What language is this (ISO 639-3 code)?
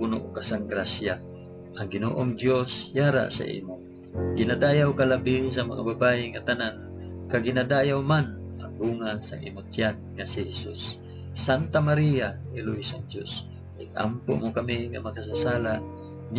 hil